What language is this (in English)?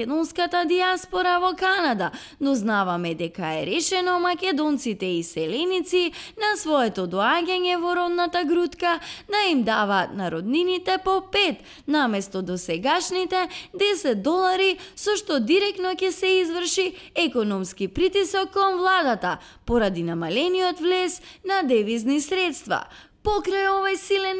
Macedonian